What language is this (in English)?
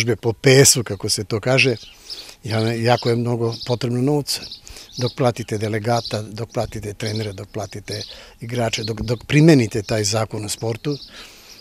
Serbian